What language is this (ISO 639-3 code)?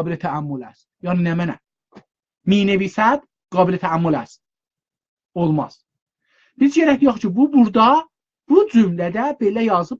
azb